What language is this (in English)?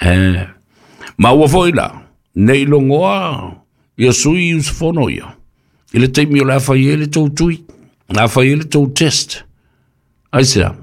Samoan